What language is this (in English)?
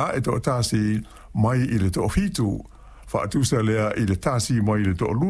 Samoan